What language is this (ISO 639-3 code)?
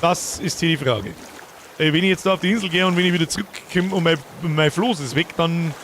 bar